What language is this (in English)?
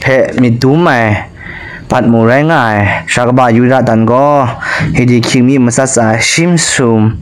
Kachin